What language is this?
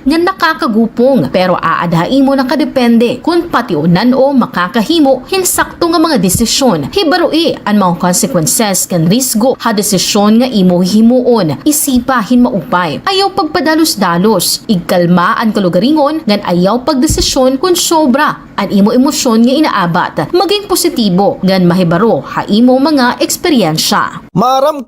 Waray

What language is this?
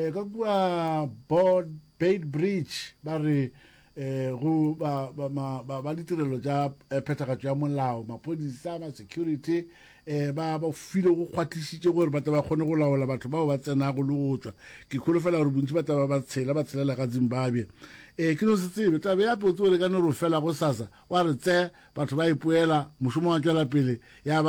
Northern Sotho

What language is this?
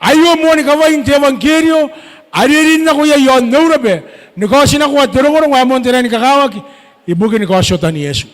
Gilbertese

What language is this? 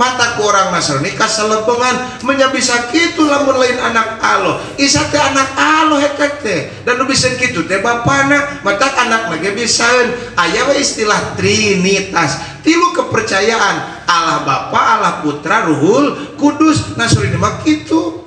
Sundanese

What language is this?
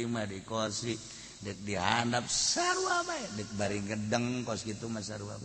Sundanese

